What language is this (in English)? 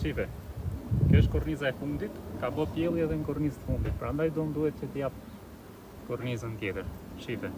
Albanian